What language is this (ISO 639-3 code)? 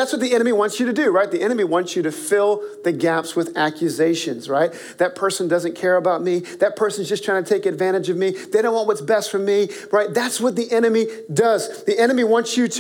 eng